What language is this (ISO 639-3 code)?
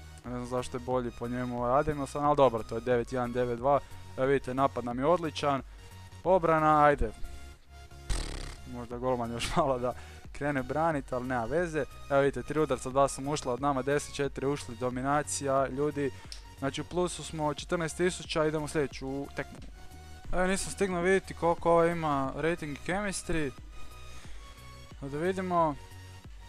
hrv